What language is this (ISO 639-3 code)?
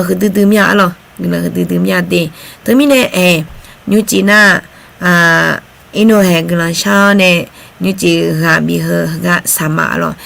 ahk